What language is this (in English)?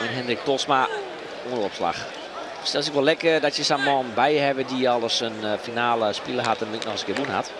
Western Frisian